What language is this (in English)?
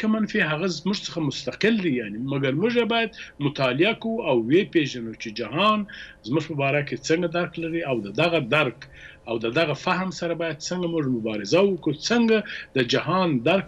Pashto